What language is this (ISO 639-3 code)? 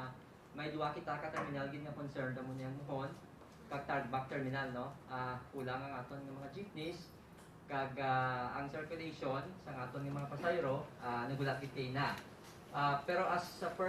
hil